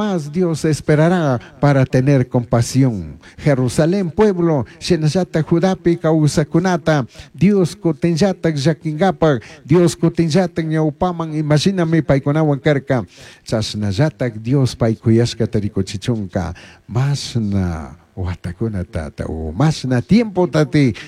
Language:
Chimborazo Highland Quichua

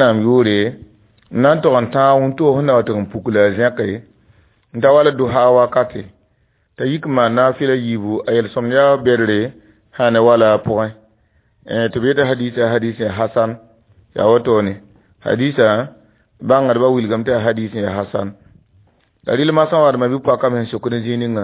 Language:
Mossi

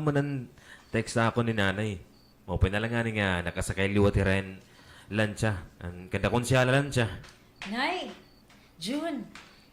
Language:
Waray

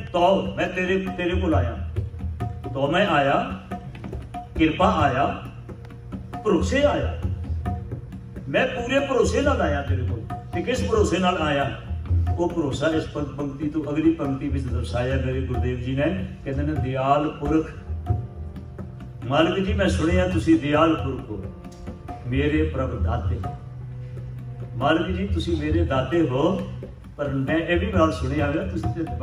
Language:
Punjabi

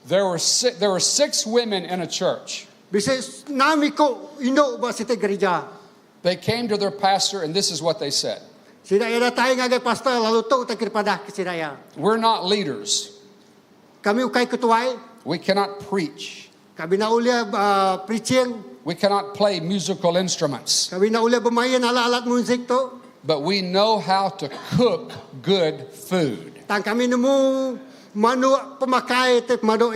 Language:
Iban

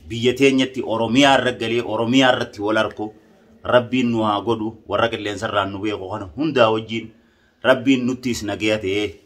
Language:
Oromo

